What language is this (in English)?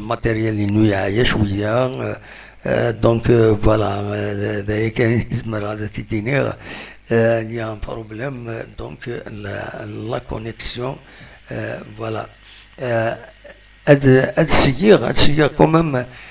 Kabyle